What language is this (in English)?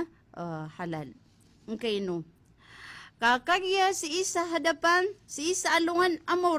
Maranao